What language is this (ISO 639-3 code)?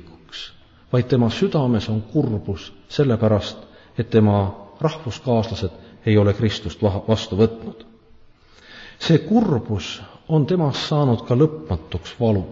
est